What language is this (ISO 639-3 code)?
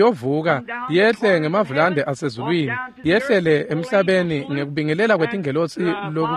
ssw